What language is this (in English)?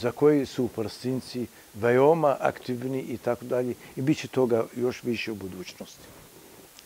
Serbian